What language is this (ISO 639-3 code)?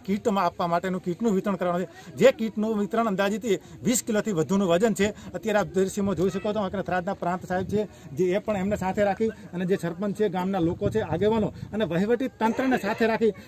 guj